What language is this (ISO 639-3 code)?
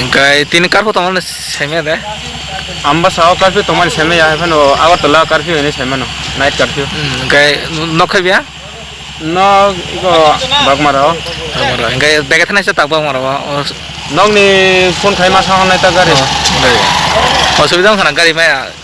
trp